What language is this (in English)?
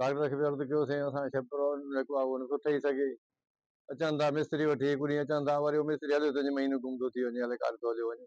Sindhi